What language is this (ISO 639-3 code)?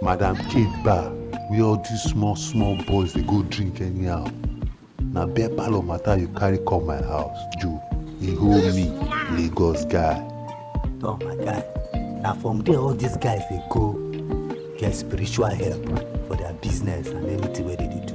pcm